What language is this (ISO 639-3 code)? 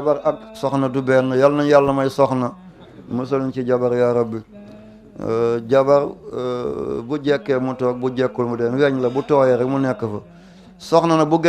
wol